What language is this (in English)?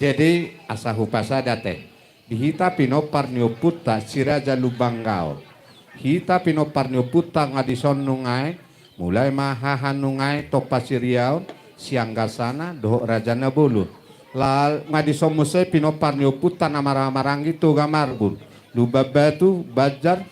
Batak Toba